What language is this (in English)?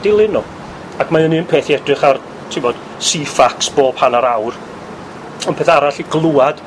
Welsh